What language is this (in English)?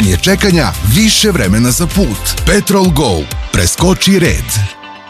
Serbian